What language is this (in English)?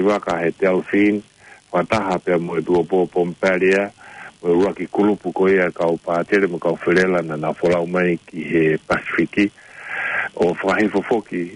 Tongan